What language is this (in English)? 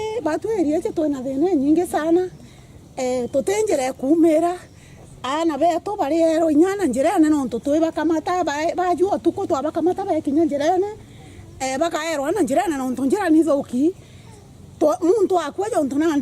Meru